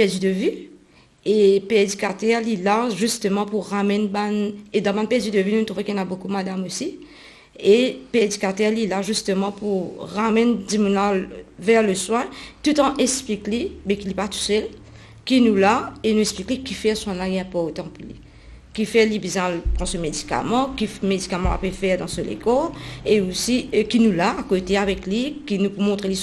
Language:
Morisyen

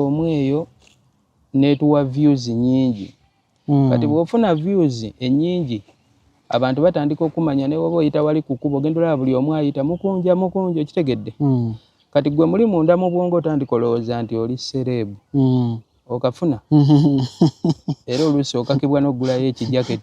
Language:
Ganda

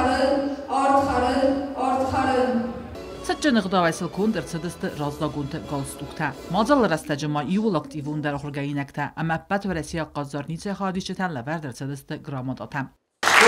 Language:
Ossetic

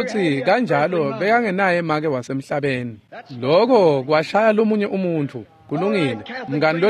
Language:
Swati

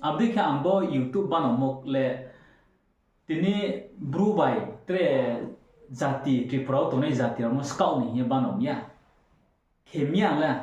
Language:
Riang (India)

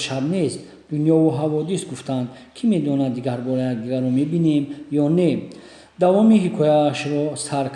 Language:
Tajik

